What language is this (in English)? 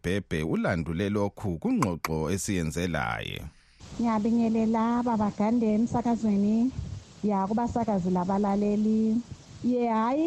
North Ndebele